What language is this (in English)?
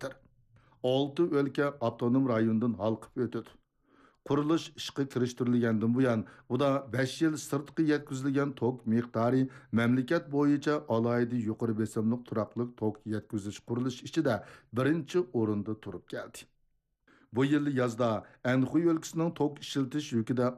Uyghur